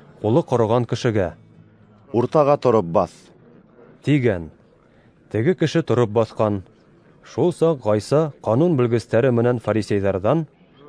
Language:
Bashkir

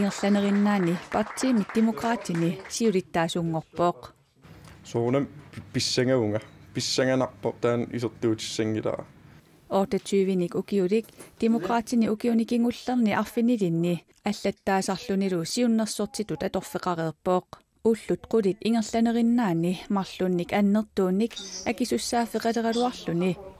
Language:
Kalaallisut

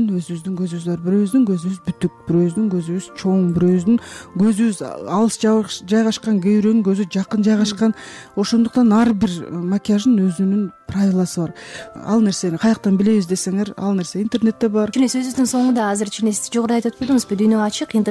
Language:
Kyrgyz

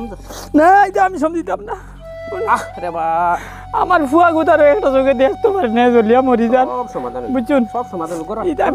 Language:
Sylheti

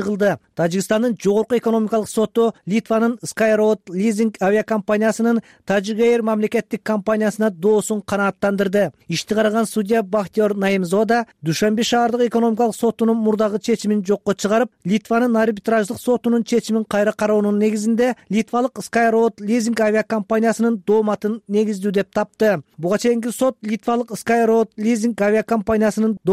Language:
Kyrgyz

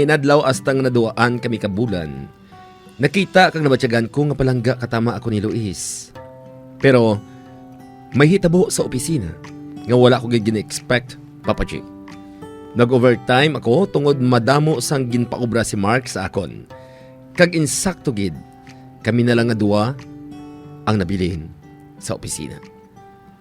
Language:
Hiligaynon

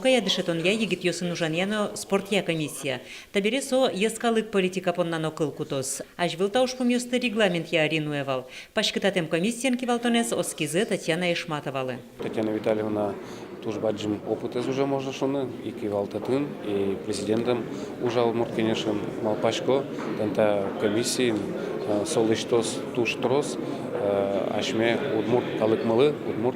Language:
Udmurt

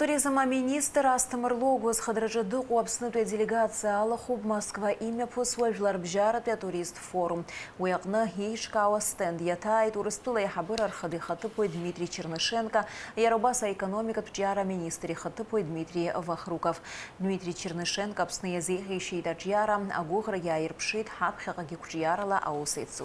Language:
Abkhazian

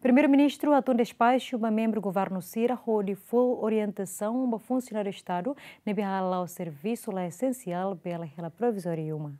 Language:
Tetum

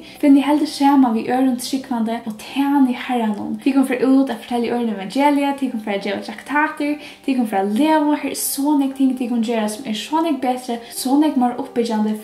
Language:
Faroese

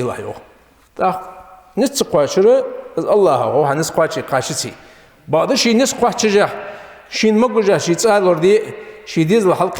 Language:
Ingush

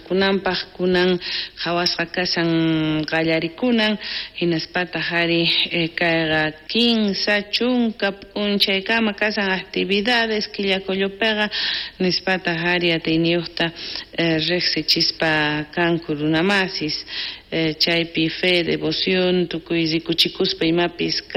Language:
South Bolivian Quechua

